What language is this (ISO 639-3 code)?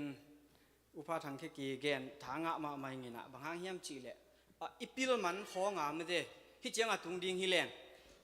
ctd